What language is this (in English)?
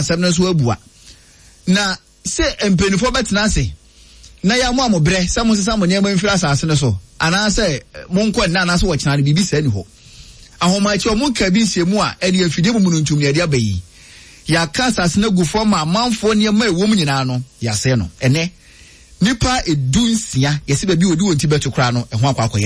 Akan